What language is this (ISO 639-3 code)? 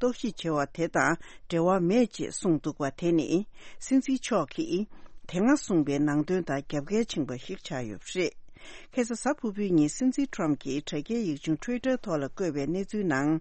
bod